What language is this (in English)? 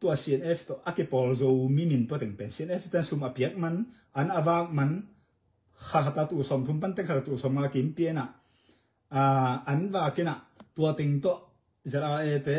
Tedim Chin